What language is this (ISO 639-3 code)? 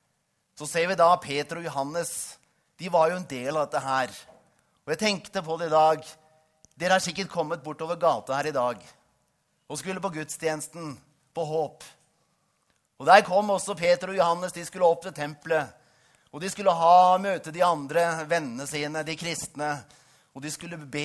nor